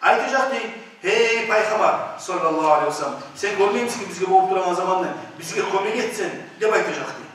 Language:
Kumyk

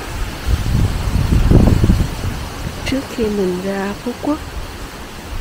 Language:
Vietnamese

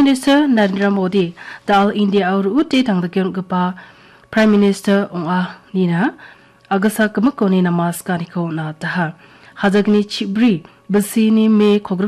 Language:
Garo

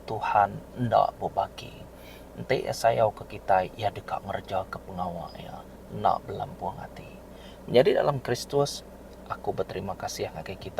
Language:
Iban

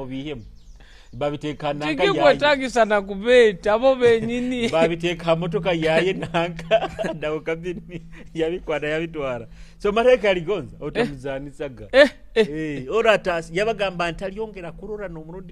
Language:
Nyoro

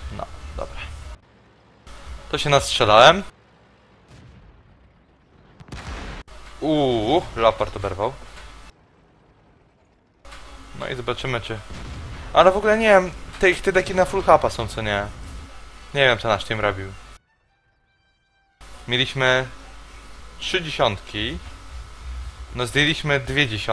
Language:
Polish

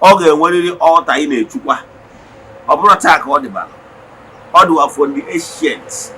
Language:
Igbo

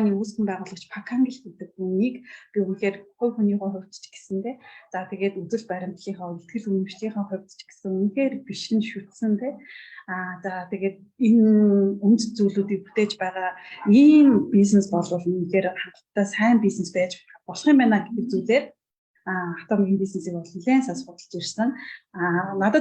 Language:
Mongolian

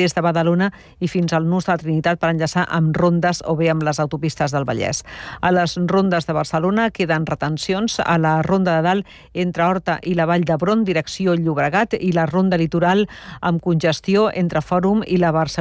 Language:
Catalan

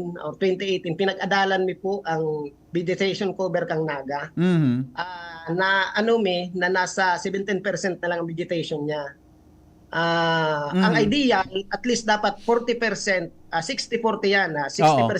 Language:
Bikol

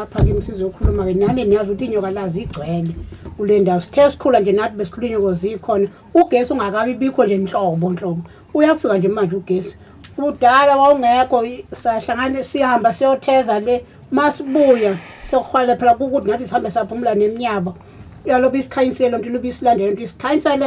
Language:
Zulu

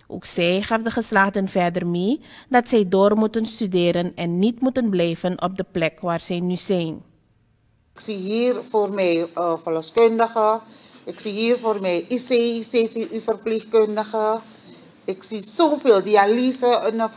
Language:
Dutch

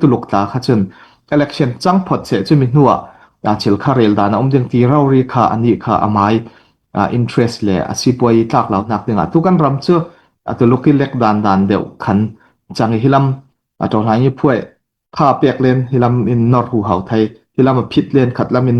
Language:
Falam Chin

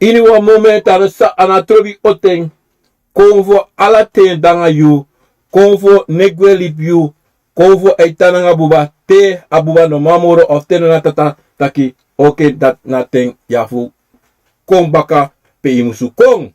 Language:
Sranan Tongo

